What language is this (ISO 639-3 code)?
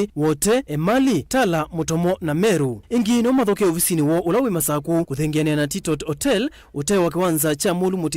kam